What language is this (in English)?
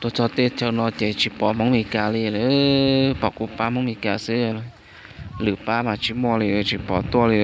Hmong